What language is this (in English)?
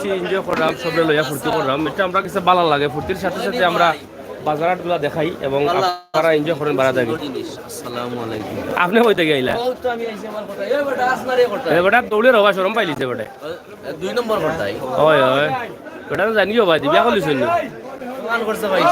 Sylheti